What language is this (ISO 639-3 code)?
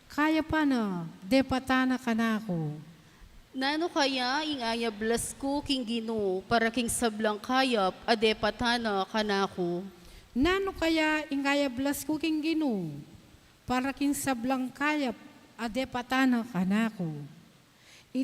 pam